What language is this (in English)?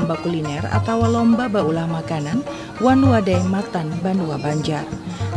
Banjar